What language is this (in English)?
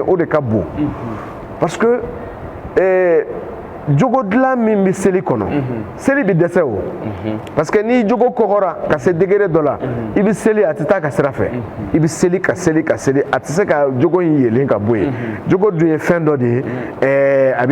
Bambara